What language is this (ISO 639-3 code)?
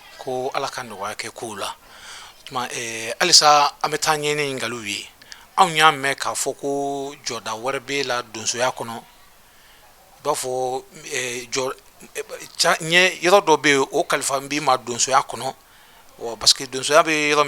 bam